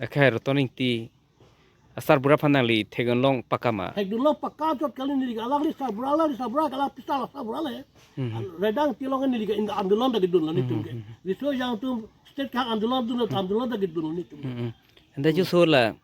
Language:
Karbi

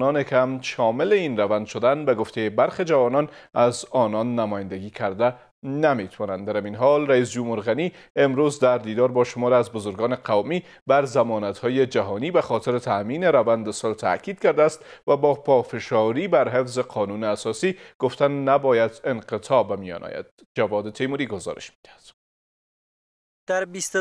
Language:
Persian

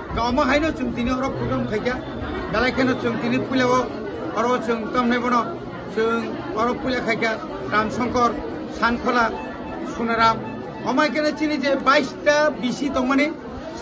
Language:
Kok Borok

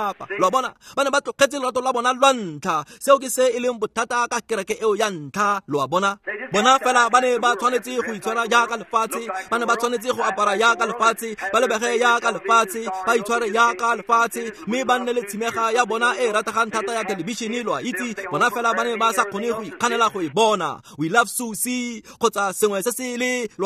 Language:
Tswana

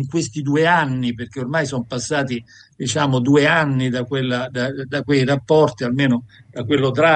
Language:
Italian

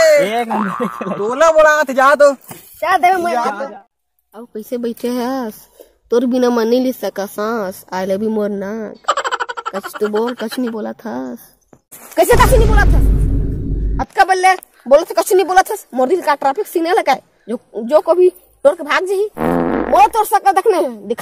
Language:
Chhattisgarhi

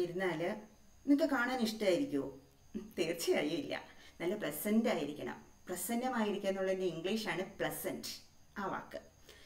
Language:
Malayalam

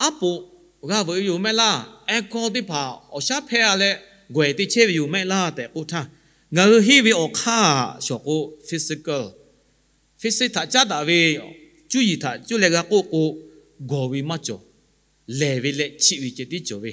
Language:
Lahu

